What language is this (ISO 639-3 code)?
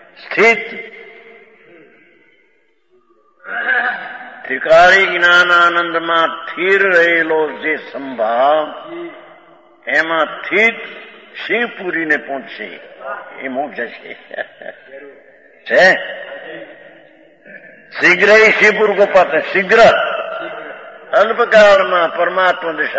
guj